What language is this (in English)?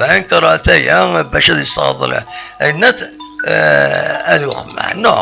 Kabyle